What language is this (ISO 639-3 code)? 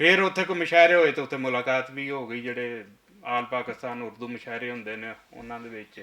lah